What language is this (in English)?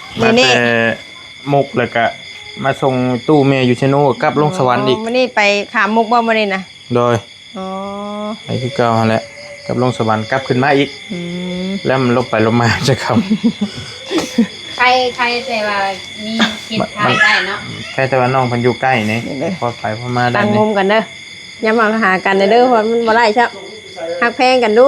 Northeastern Thai